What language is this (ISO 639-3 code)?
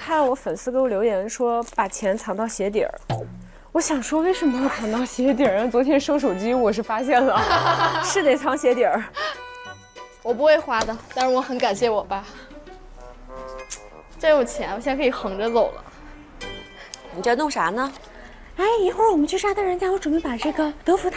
zho